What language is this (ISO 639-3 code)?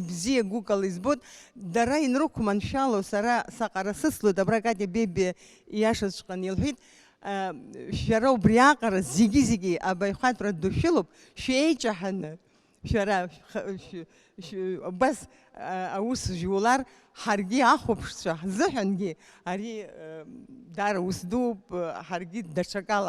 abk